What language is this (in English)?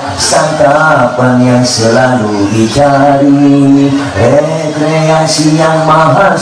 Betawi